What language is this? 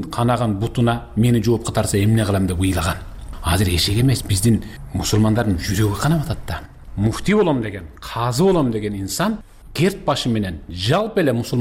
Kyrgyz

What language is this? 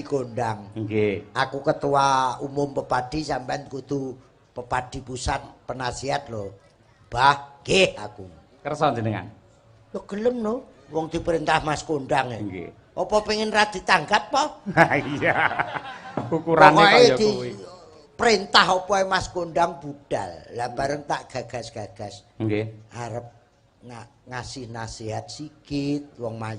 Javanese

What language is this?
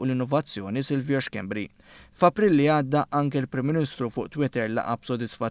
Maltese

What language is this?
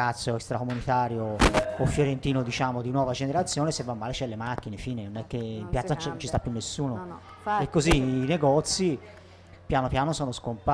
Italian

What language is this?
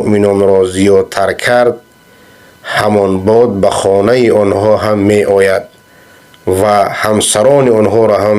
Persian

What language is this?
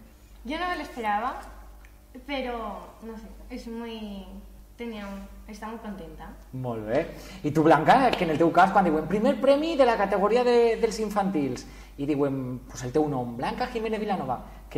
Catalan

